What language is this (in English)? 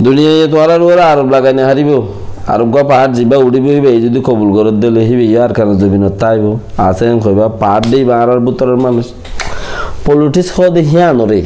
Rohingya